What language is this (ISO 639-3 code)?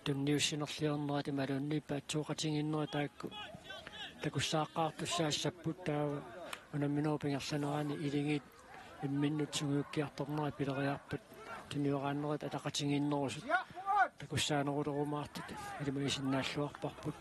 kal